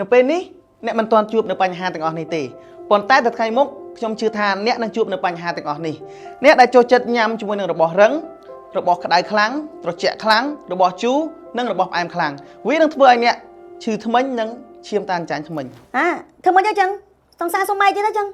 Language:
Khmer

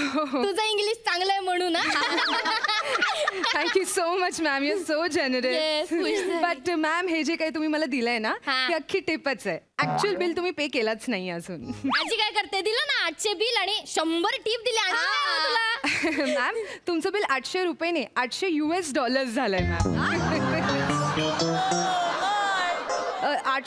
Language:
Marathi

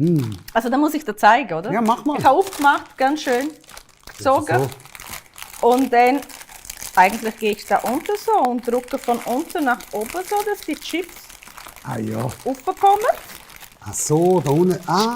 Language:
Swiss German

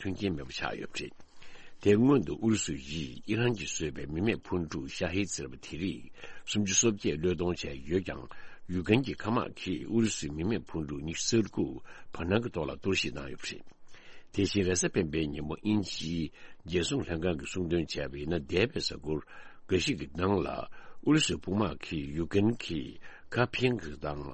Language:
Tibetan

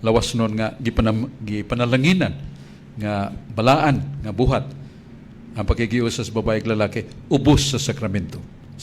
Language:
Cebuano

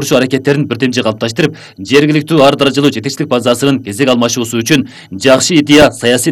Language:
Kyrgyz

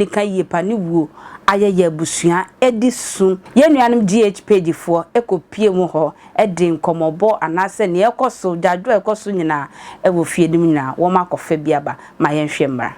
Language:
Akan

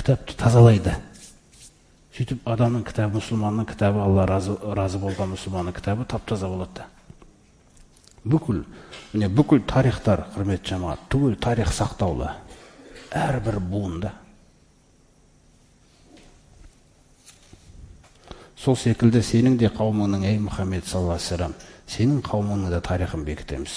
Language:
Kazakh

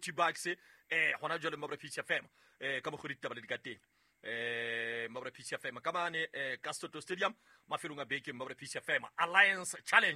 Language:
Southern Sotho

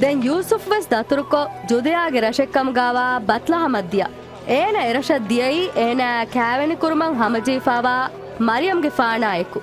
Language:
Divehi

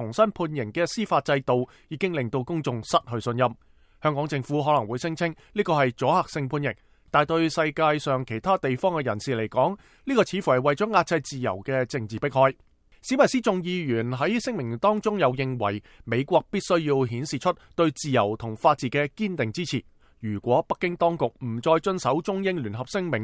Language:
Cantonese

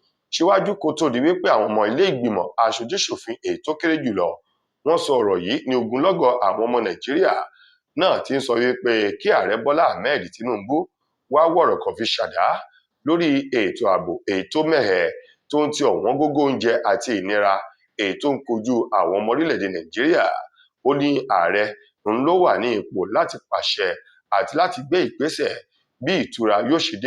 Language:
Yoruba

